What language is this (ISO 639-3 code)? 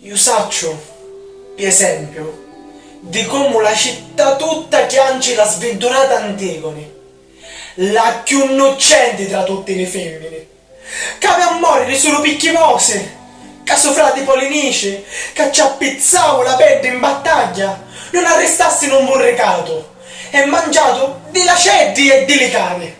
scn